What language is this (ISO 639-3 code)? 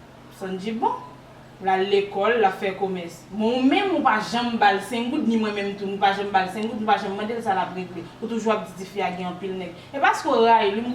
hat